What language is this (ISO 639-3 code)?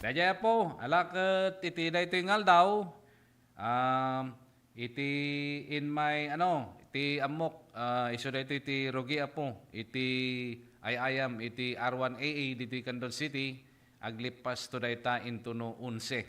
ilo